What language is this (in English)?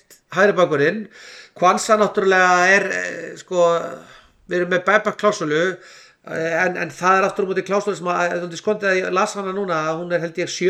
Icelandic